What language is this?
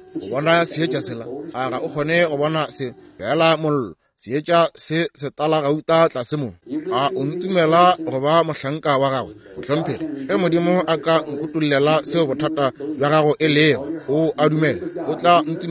Northern Sotho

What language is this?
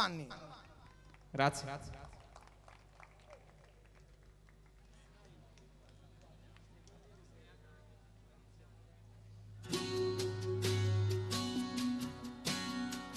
Italian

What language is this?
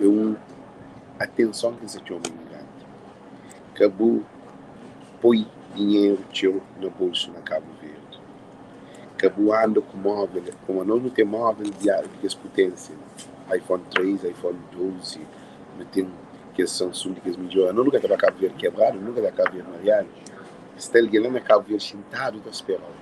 Kabuverdianu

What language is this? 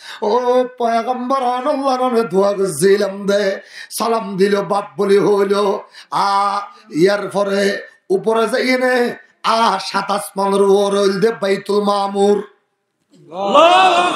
Rohingya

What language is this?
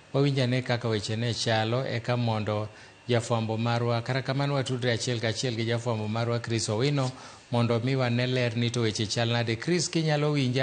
Luo (Kenya and Tanzania)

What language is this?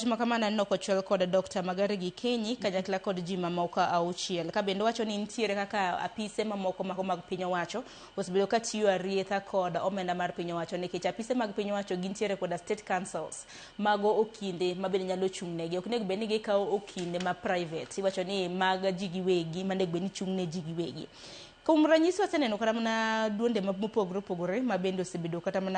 Luo (Kenya and Tanzania)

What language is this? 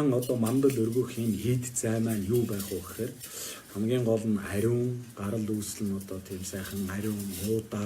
Mongolian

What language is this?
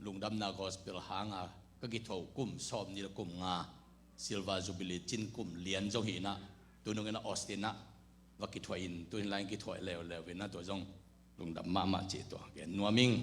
Tedim Chin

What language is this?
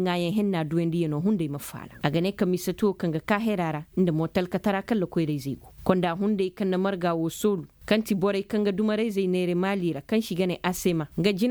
Koyraboro Senni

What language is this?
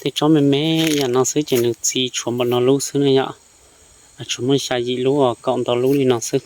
Hmong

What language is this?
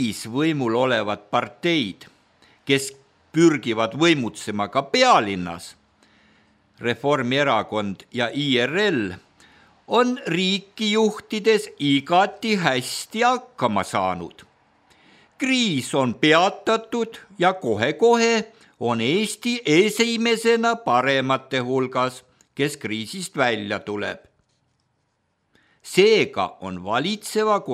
Estonian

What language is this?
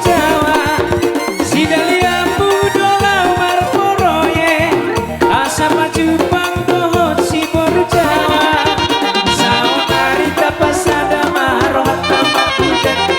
Batak Simalungun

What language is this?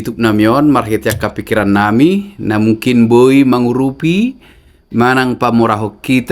Batak Toba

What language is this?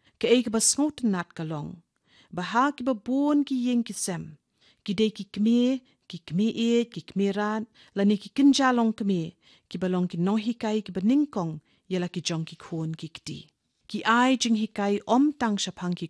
Khasi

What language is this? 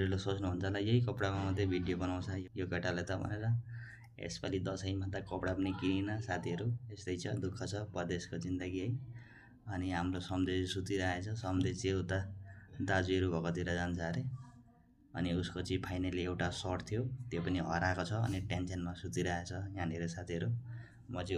Nepali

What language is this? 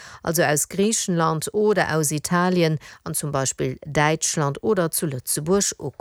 Luxembourgish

